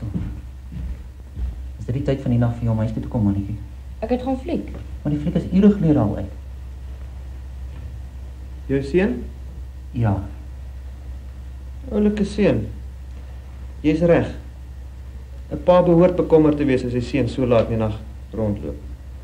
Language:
Afrikaans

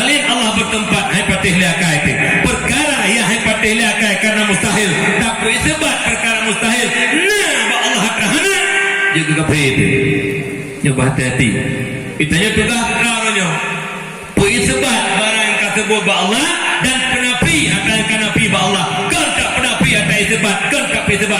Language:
Achinese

